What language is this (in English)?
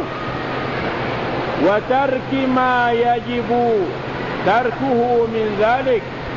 Malay